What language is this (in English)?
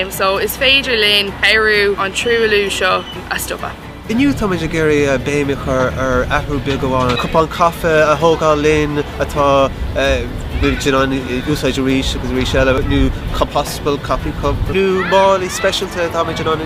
Irish